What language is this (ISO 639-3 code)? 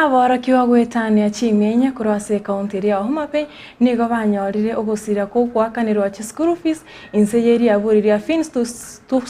guz